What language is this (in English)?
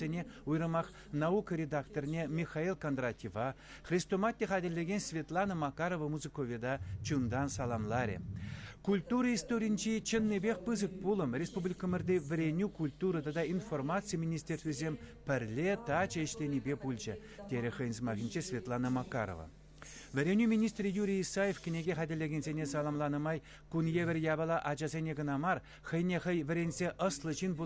Chuvash